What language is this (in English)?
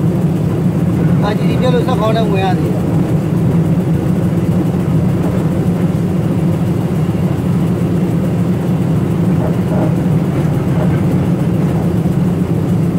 Burmese